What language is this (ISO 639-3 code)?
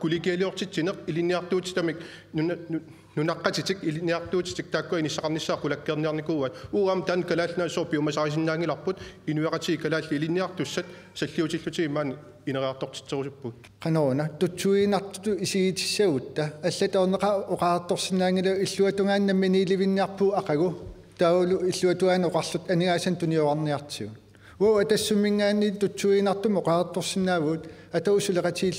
kal